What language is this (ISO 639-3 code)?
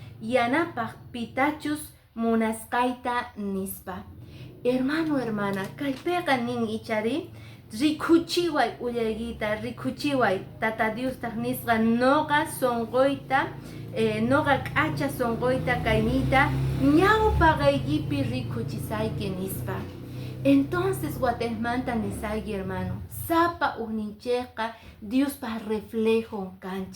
que